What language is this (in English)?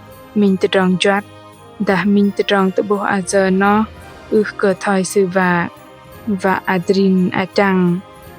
Bahnar